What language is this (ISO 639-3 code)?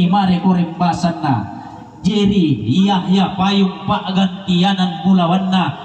sda